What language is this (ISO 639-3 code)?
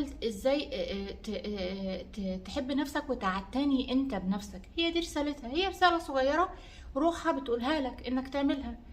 arz